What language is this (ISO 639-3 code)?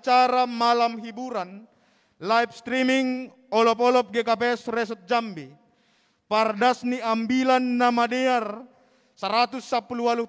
bts